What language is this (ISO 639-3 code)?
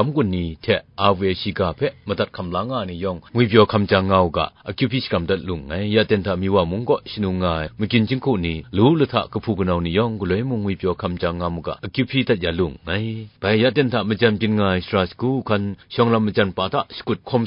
kac